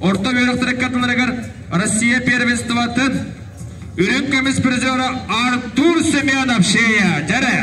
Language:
Yakut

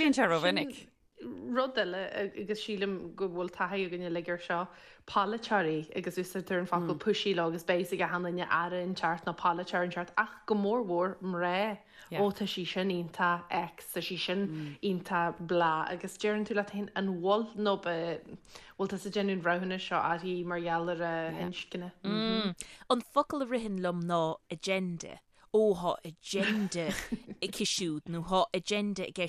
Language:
Irish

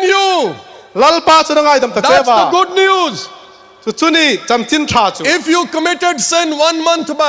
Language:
Hmar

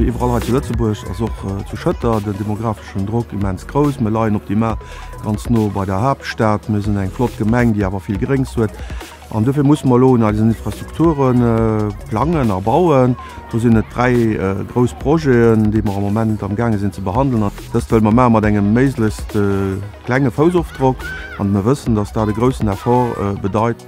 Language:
Luxembourgish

